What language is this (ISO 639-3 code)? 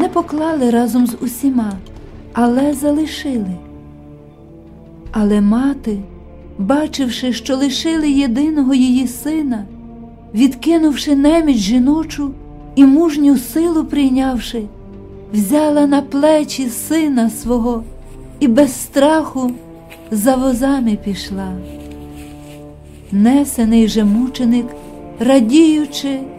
ukr